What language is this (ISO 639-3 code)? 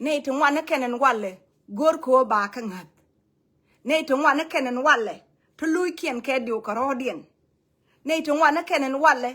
nus